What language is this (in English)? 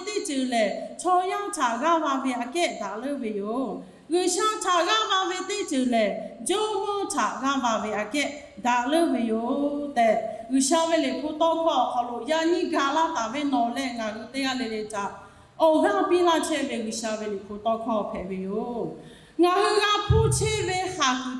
Lahu